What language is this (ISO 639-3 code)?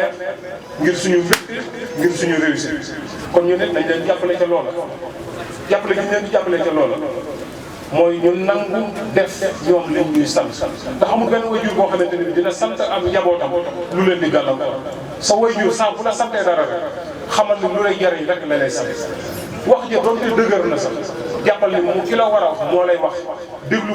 wol